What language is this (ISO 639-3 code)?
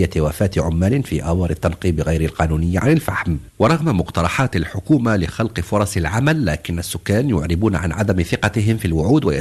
ara